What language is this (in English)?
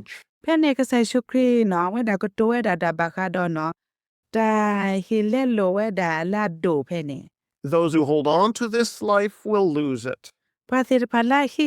S'gaw Karen